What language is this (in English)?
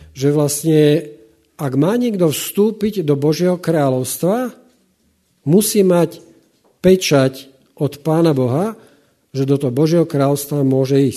Slovak